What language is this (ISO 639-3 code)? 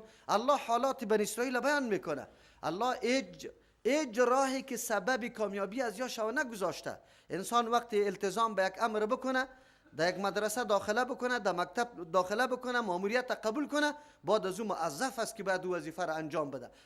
fas